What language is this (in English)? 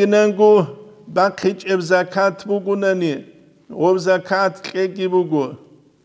Avaric